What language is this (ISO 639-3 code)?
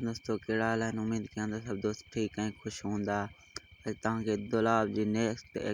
snd